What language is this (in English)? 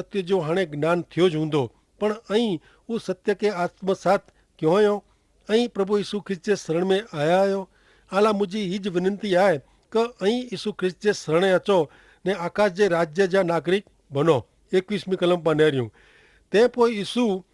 Kachhi